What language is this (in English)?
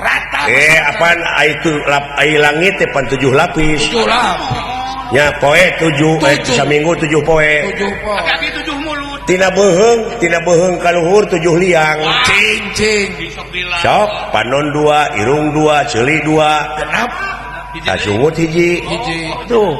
Sundanese